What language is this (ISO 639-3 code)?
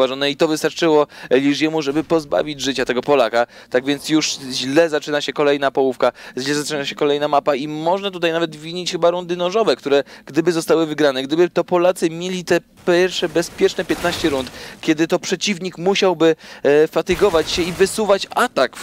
pol